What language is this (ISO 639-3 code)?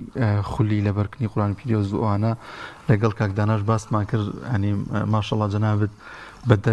ckb